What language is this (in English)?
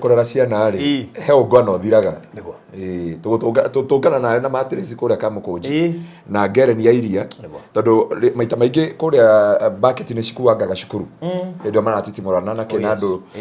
Kikuyu